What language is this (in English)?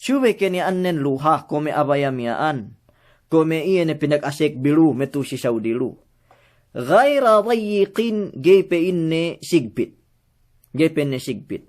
Yakan